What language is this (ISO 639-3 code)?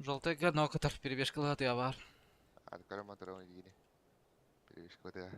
sah